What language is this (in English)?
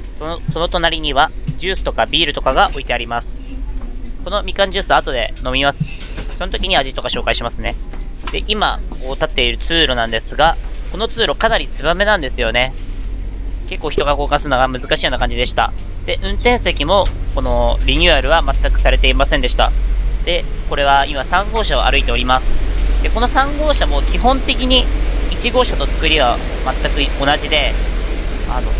Japanese